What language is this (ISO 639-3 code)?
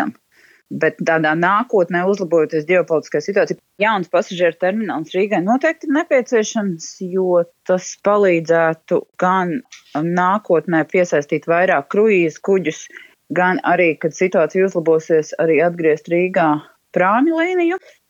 lav